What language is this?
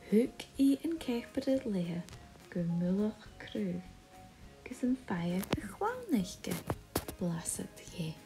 Scottish Gaelic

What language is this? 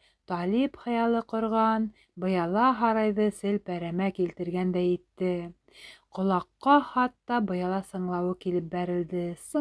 Bashkir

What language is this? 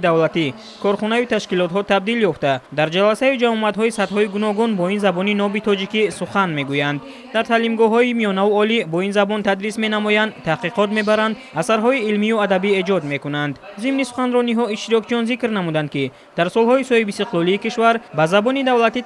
Tajik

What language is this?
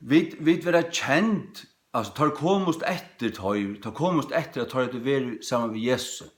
Faroese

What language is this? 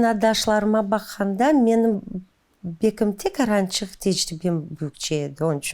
Crimean Tatar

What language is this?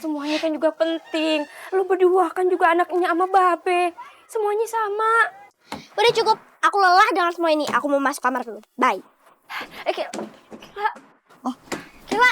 Betawi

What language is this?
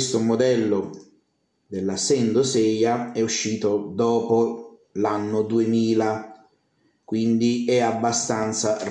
Italian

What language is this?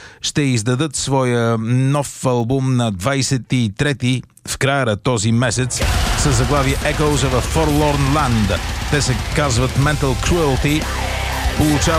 Bulgarian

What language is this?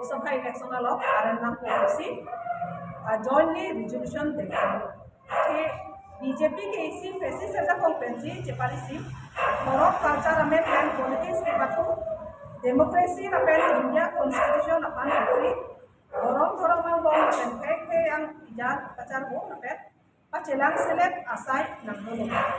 Karbi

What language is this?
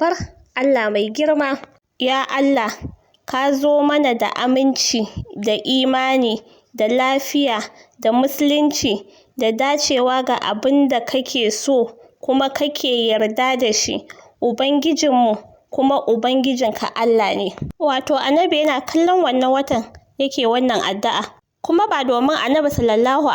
Hausa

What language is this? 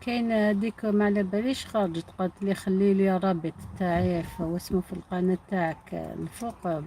Algerian Arabic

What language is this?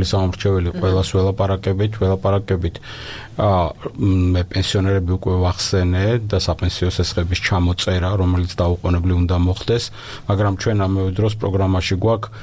Georgian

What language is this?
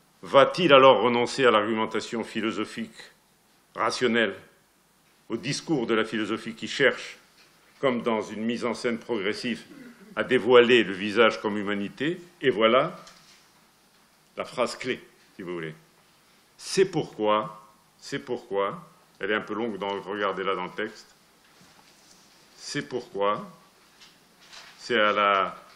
French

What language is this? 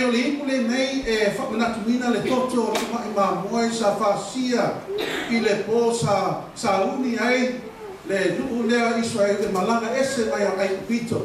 Samoan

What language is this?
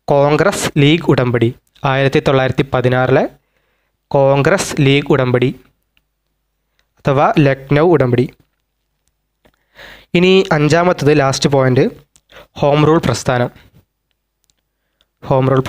Malayalam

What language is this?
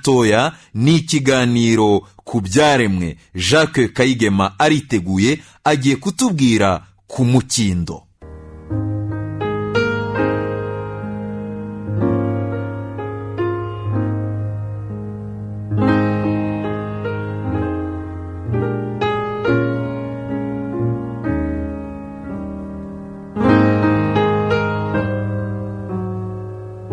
Kinyarwanda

